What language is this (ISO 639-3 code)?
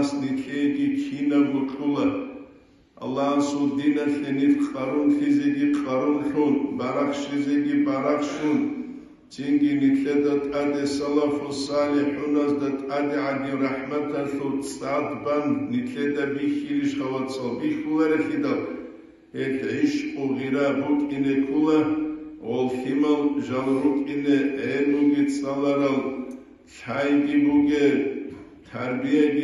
ava